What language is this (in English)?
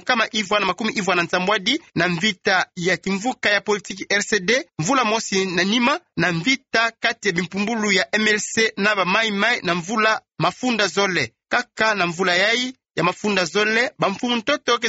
Kituba (Democratic Republic of Congo)